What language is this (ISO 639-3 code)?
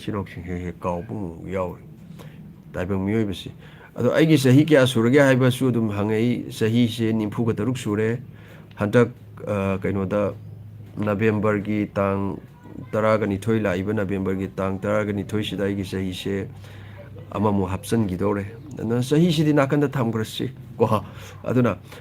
mni